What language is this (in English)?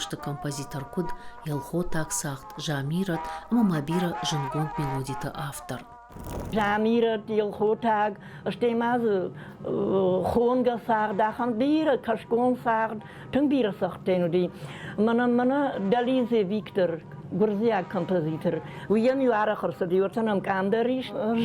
Ossetic